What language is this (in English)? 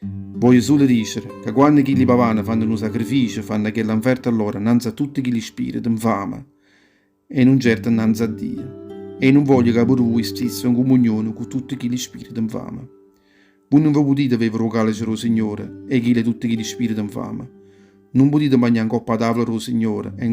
Neapolitan